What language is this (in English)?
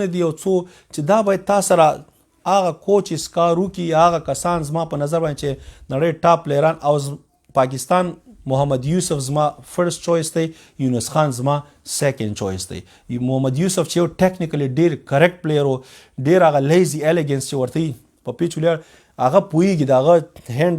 Pashto